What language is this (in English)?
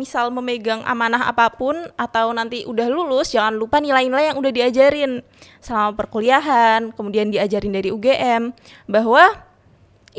Indonesian